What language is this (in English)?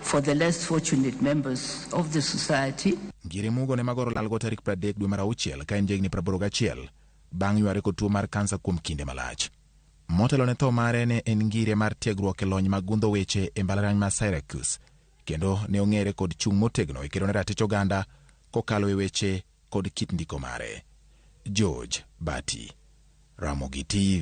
Luo (Kenya and Tanzania)